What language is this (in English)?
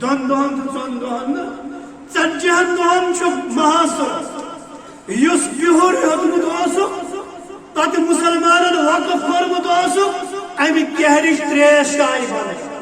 Kashmiri